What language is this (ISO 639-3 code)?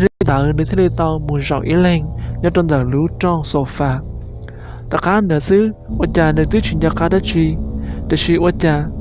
hmn